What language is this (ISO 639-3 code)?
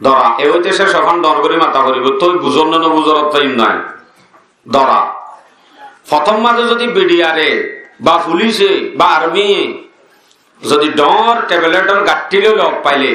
rhg